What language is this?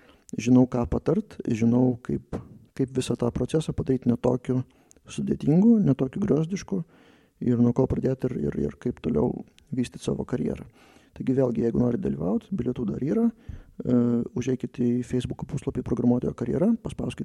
Lithuanian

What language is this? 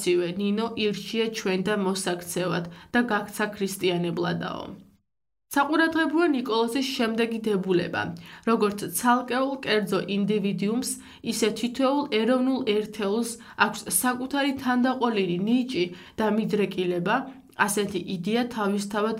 Georgian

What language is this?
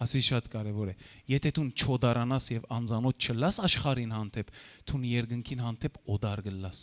Western Armenian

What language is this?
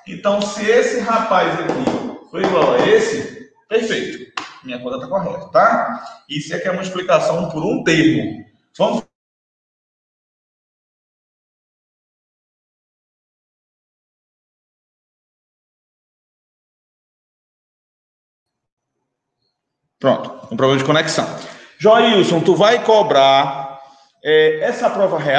Portuguese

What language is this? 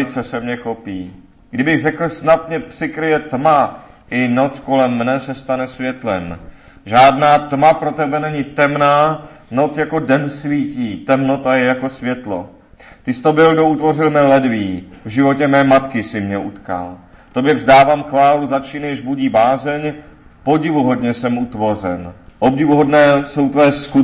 Czech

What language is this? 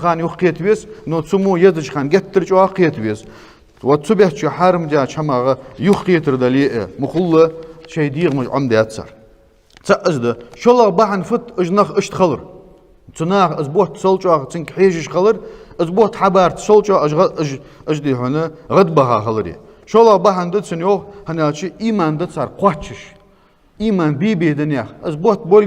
Ingush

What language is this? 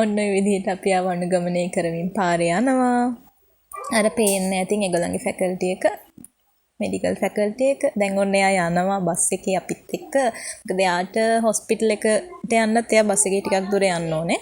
Sinhala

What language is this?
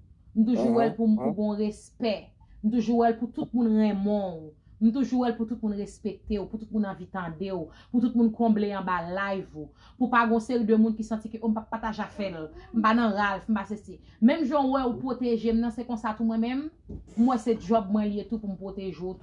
Haitian Creole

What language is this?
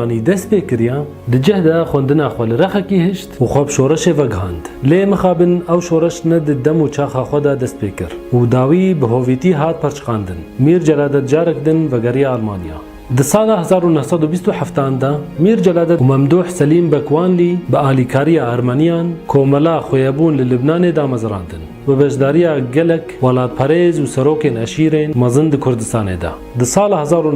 Kurdish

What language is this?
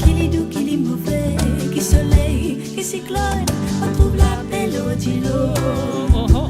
Morisyen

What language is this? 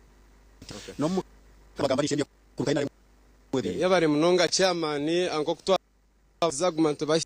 Nyankole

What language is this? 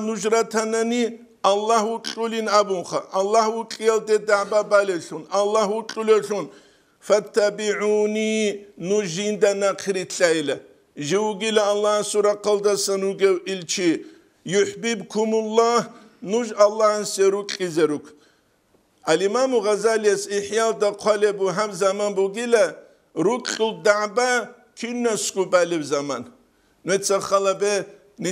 Avaric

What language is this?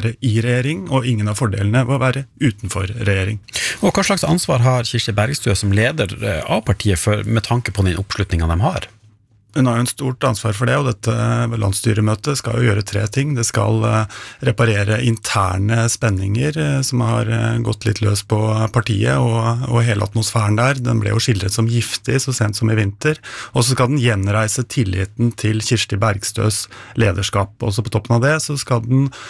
Norwegian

